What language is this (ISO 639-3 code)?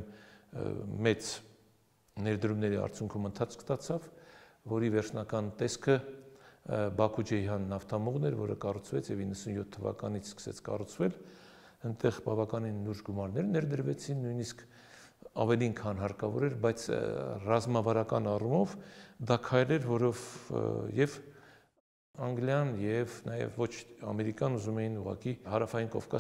hye